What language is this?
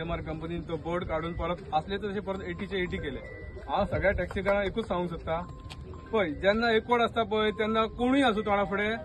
Konkani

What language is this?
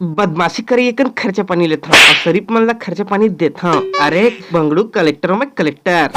Chhattisgarhi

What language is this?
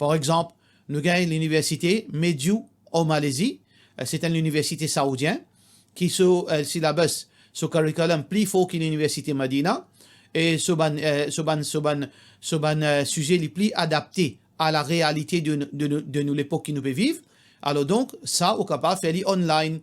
Morisyen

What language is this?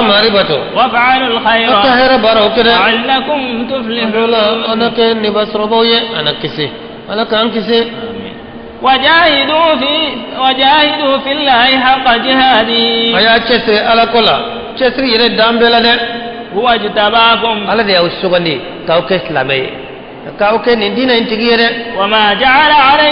Bambara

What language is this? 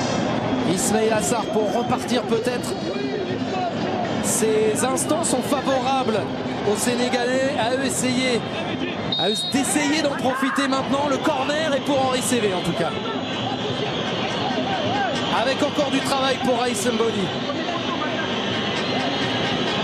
French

